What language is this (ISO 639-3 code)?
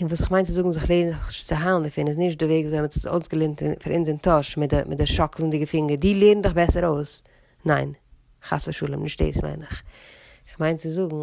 yid